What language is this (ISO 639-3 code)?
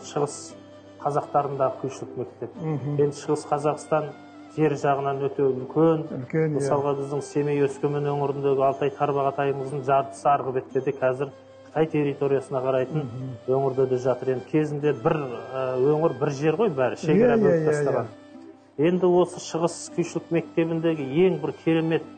kaz